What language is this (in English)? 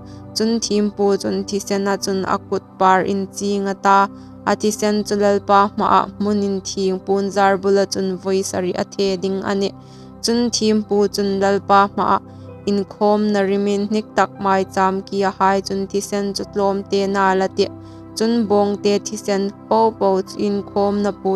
Hmar